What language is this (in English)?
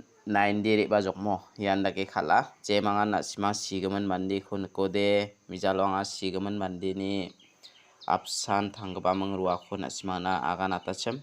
Garo